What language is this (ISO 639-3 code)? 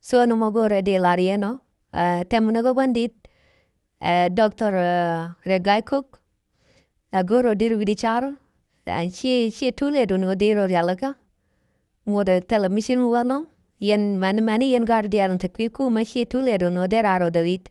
nus